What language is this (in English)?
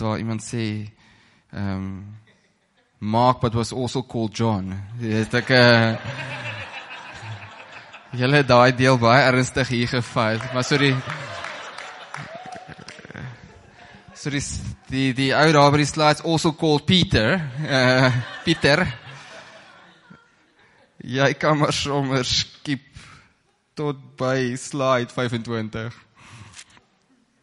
Afrikaans